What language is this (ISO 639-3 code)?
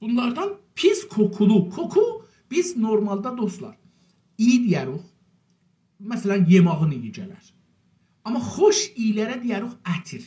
azb